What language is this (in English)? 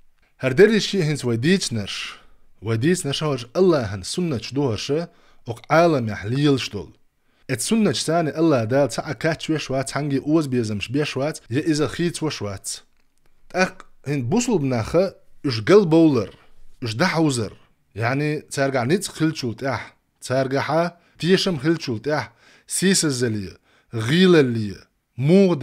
Chechen